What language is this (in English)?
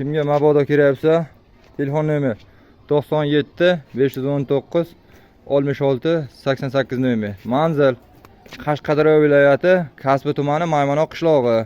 Uzbek